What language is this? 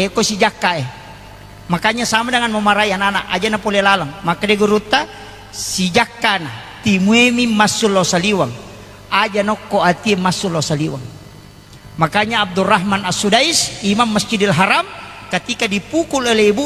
Buginese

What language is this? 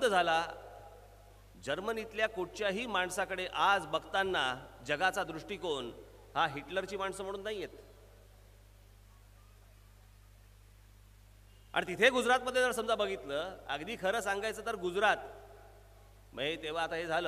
Marathi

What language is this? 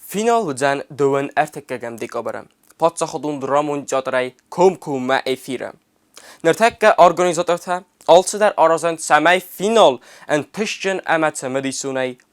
Ossetic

